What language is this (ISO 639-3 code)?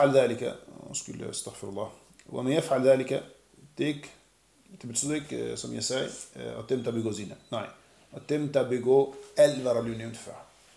dan